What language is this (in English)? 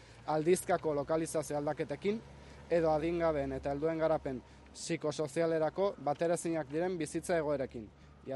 Basque